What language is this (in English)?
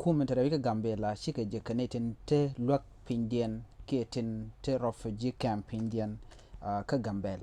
Nuer